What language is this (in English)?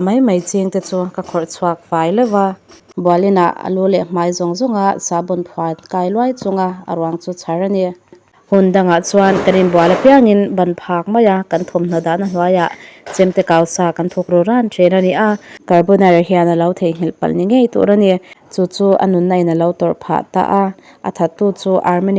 Mizo